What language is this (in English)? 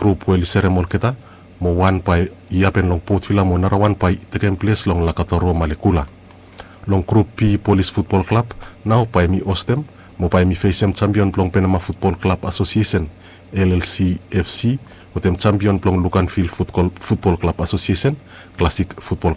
Bislama